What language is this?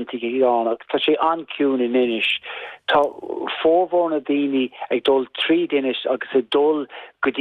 Irish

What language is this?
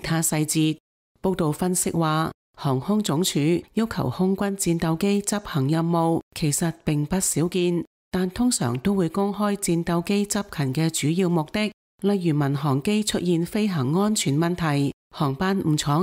Cantonese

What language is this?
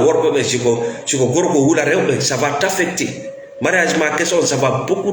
Fula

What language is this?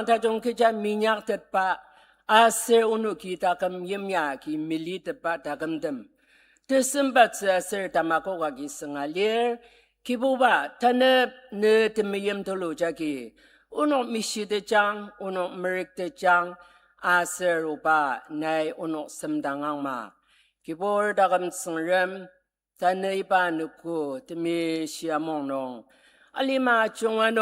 Ao Naga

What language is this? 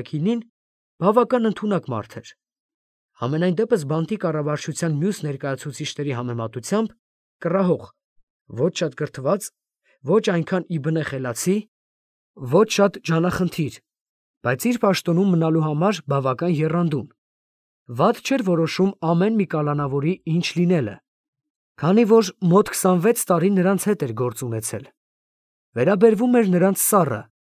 Armenian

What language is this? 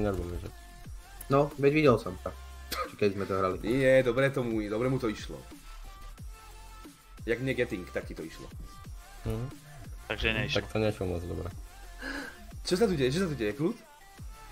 Slovak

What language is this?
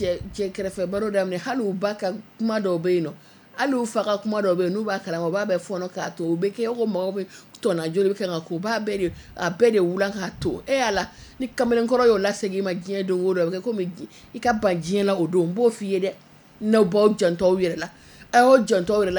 Bambara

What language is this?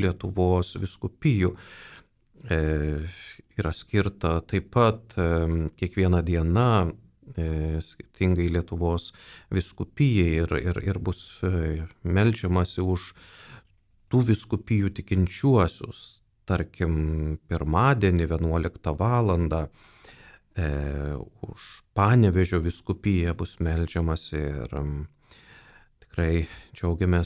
Lithuanian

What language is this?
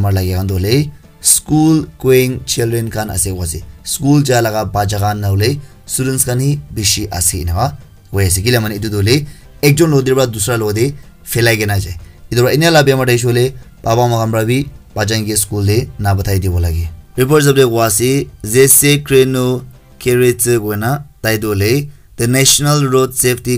Naga Pidgin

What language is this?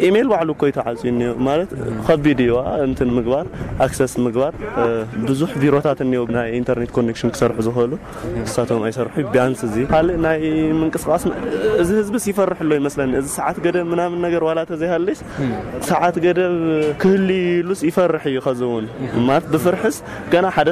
Tigrinya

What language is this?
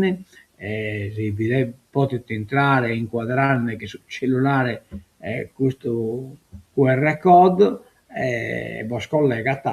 Sardinian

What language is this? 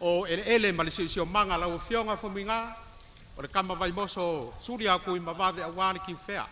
Samoan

